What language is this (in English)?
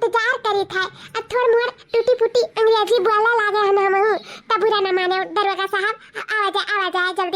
Awadhi